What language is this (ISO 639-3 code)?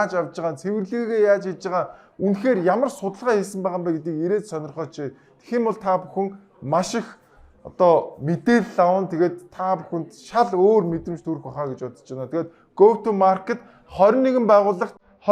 mon